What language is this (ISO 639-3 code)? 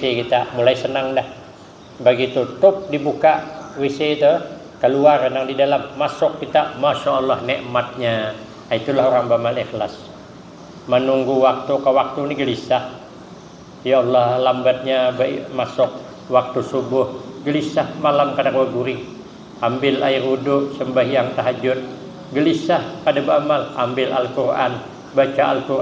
bjn